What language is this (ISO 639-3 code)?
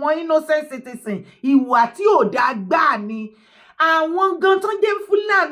yor